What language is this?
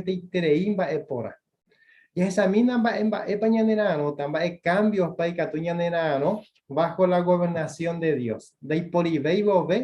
Guarani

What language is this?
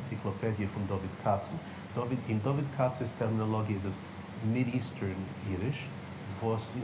Yiddish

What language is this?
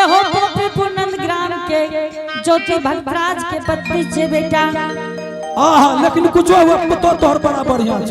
Angika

